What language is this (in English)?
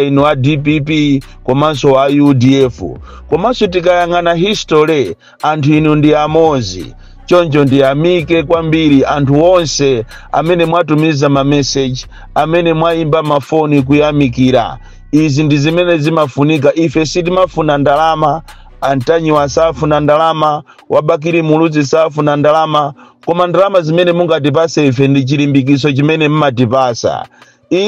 Nyanja